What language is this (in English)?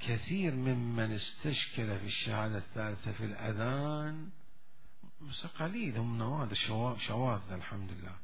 Mesopotamian Arabic